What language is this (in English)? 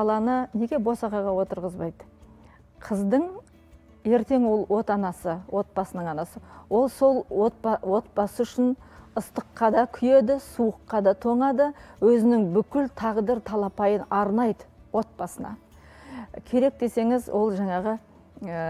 Kazakh